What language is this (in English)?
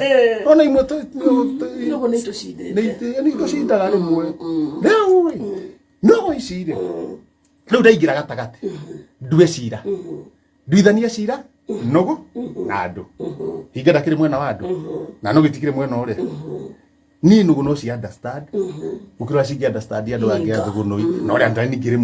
Kikuyu